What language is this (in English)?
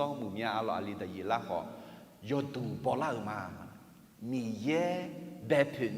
Akha